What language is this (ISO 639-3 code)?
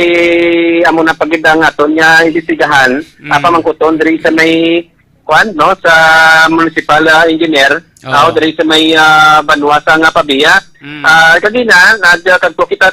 hil